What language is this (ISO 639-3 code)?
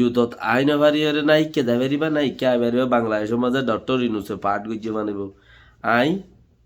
rhg